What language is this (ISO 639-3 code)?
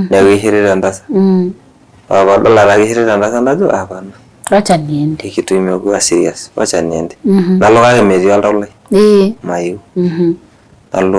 mas